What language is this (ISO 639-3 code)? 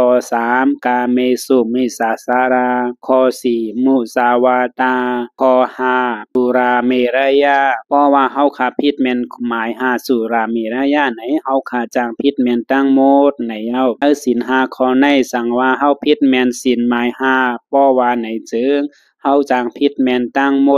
shn